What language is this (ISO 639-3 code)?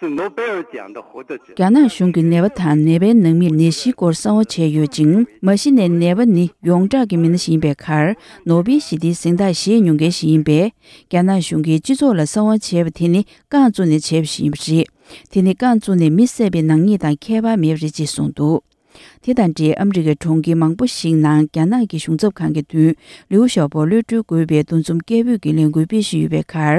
bod